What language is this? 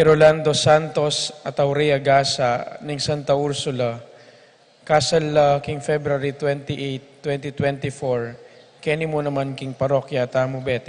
Pampanga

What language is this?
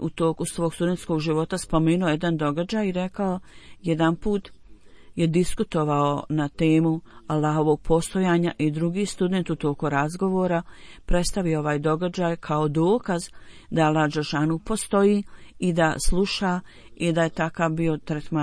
Bosnian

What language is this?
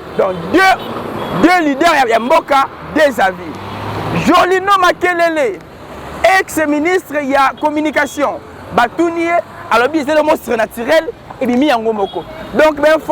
Lingala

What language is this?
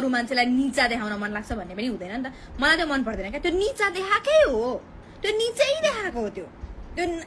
Nepali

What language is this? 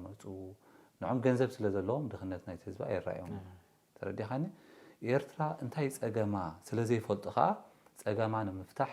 Tigrinya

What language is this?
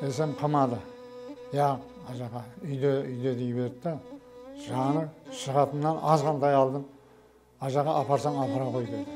Kara-Kalpak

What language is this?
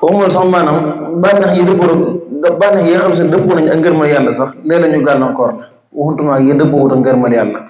Wolof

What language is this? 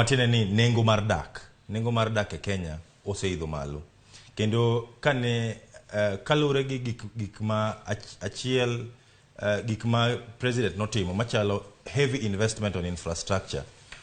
Luo (Kenya and Tanzania)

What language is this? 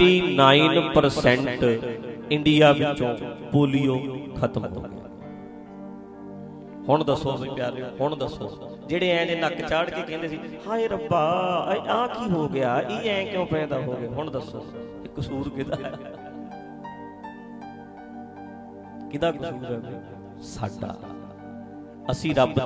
Punjabi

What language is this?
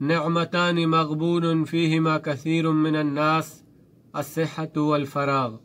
Baluchi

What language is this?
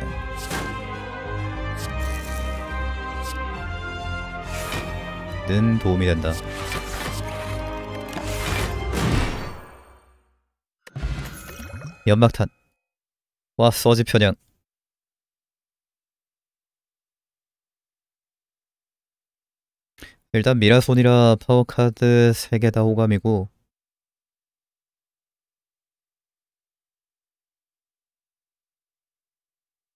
Korean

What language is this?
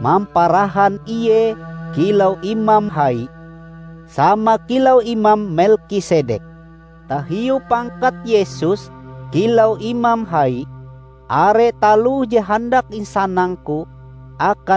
Ngaju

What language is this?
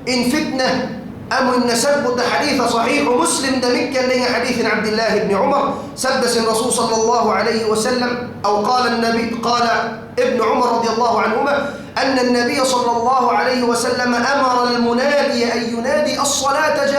Tausug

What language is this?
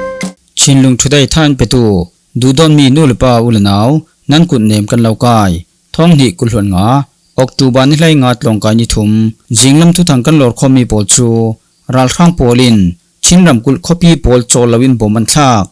Falam Chin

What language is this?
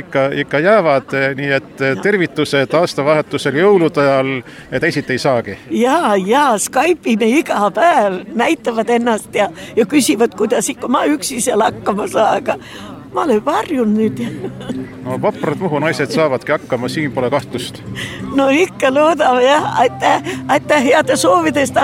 Estonian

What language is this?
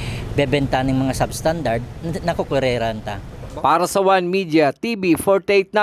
Bikol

